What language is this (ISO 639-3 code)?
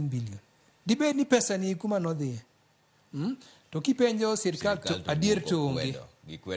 luo